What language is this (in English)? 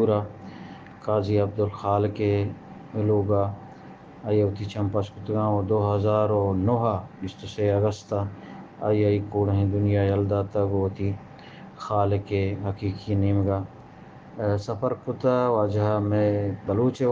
Eastern Balochi